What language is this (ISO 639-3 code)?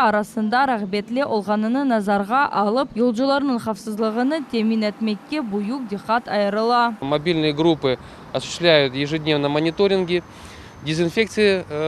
crh